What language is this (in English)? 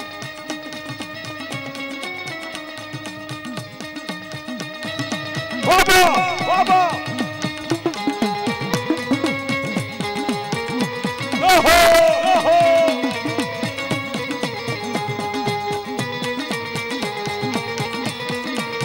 Gujarati